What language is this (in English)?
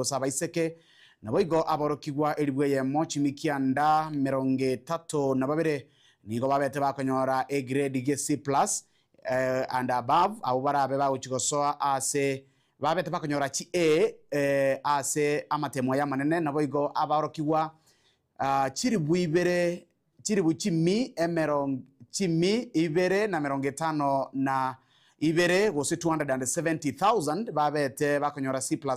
Gusii